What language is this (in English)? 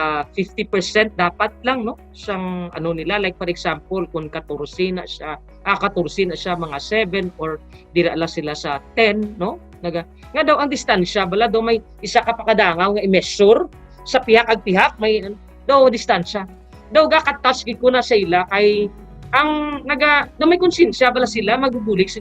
Hiligaynon